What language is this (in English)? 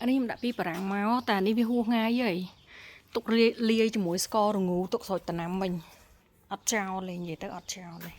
Khmer